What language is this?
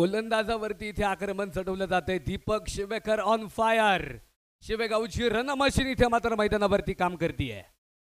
Marathi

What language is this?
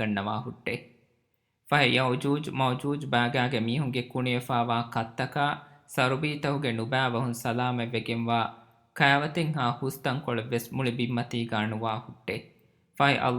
Divehi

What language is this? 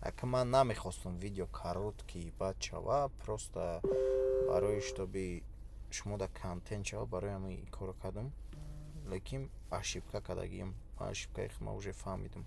Tajik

